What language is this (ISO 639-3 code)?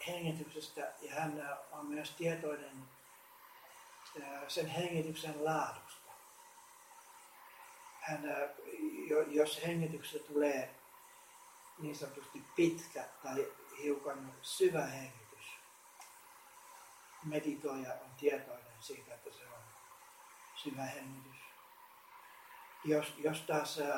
fin